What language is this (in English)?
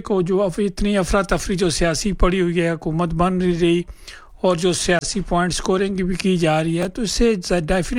Urdu